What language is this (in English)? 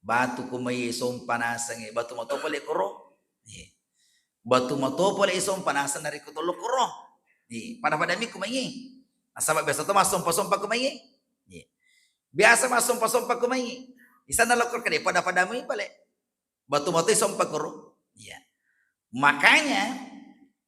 Buginese